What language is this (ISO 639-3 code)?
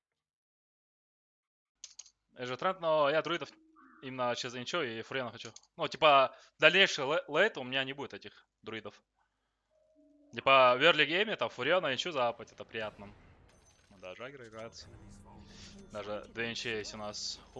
rus